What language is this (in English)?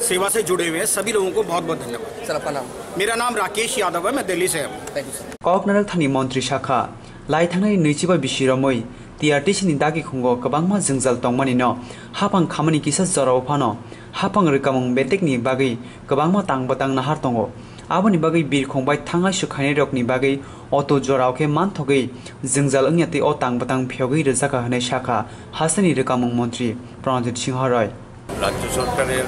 Kok Borok